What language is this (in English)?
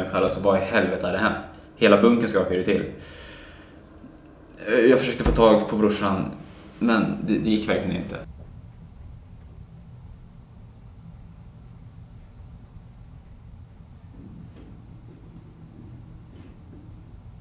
Swedish